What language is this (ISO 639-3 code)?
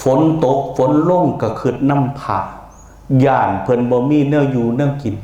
lao